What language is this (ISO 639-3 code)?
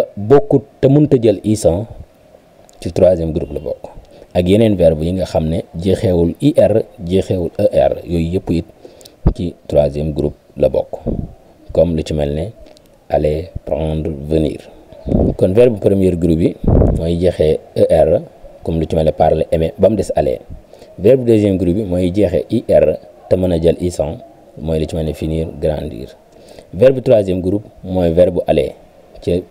wol